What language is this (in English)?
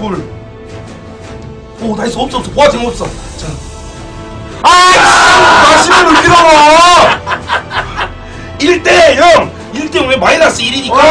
Korean